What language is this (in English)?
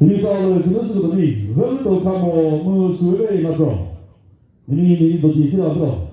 Chokri Naga